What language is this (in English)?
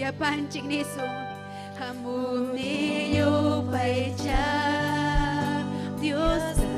Ayacucho Quechua